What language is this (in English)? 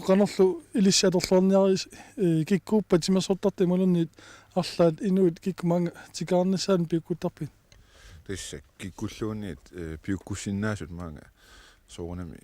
Kalaallisut